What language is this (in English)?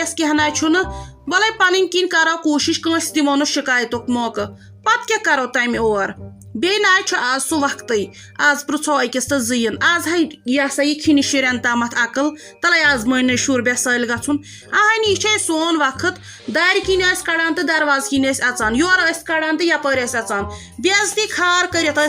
Kashmiri